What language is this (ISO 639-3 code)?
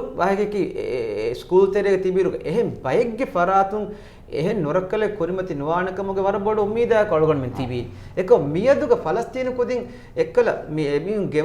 div